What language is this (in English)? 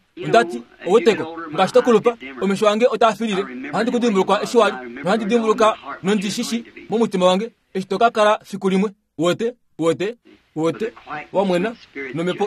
Kuanyama